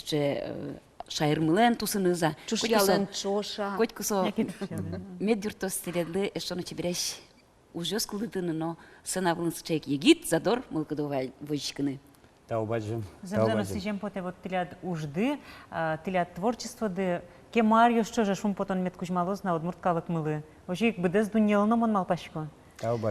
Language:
Udmurt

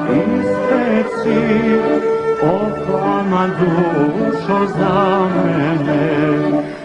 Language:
Bosnian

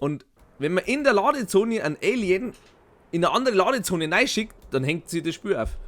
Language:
Bavarian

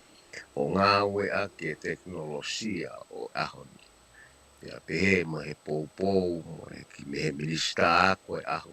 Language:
Tongan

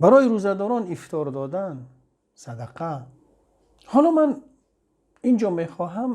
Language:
Tajik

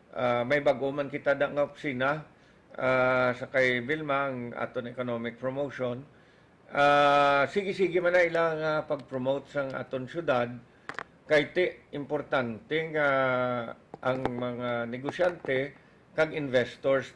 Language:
Hiligaynon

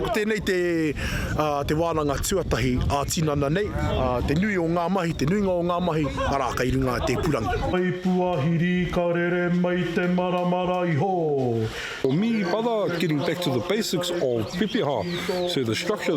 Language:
Māori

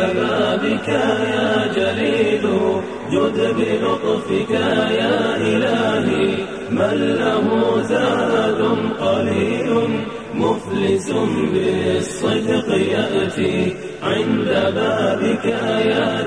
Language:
Bosnian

